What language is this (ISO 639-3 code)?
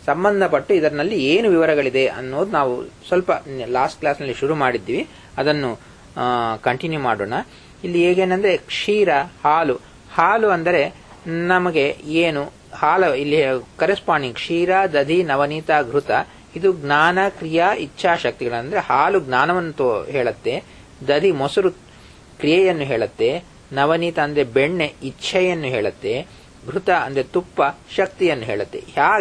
kan